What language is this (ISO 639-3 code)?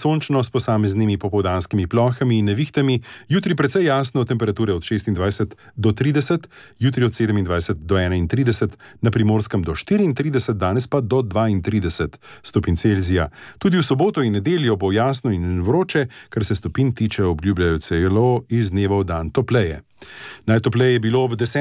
slv